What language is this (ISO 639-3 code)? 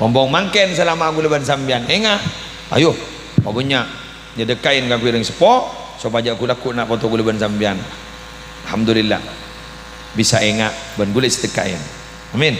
mad